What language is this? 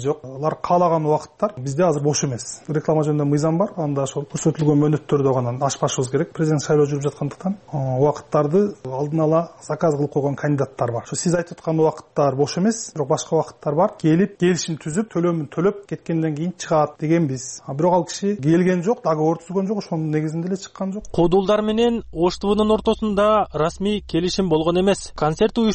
Kyrgyz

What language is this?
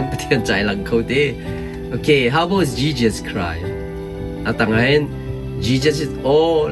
Hakha Chin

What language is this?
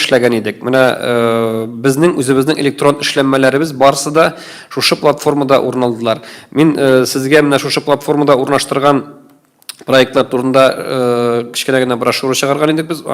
Tatar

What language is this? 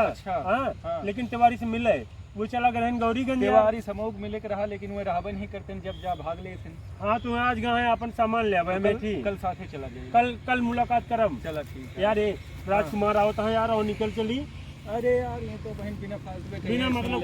Awadhi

